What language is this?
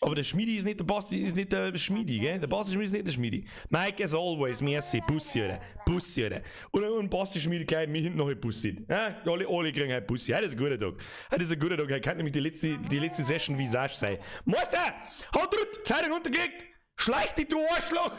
Bavarian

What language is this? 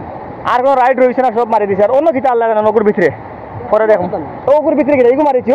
Sylheti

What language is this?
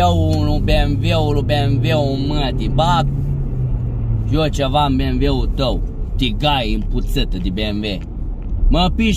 Romanian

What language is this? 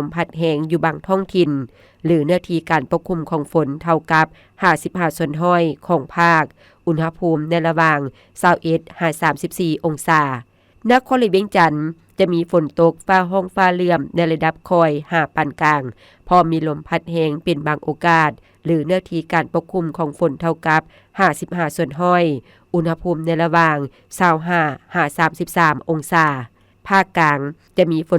Lao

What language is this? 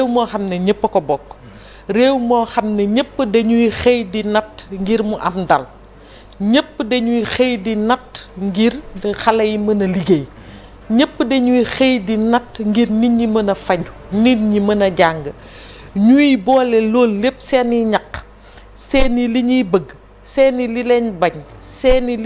Wolof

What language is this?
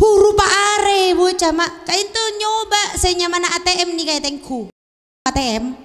Madurese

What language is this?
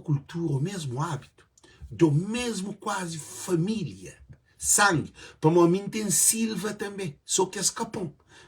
Kabuverdianu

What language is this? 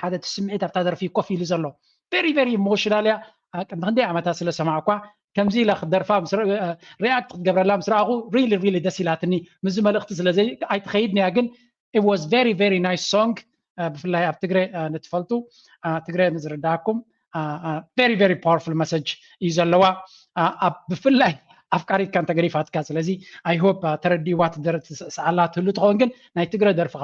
Tigrinya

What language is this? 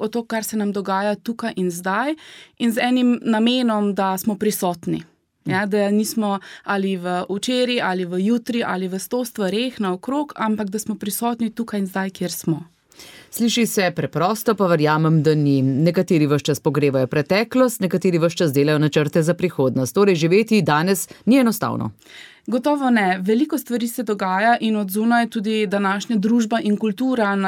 Slovenian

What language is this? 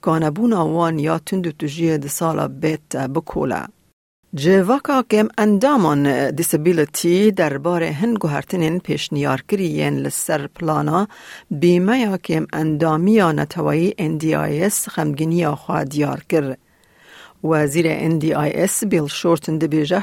Kurdish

